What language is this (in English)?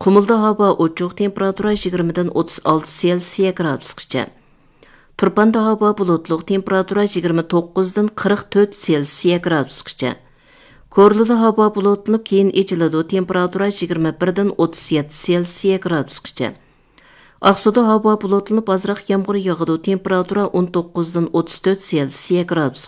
Uyghur